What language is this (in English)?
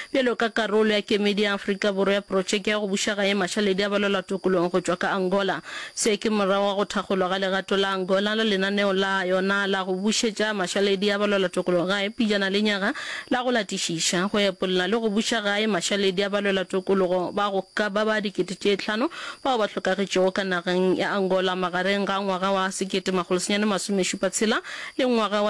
Northern Sotho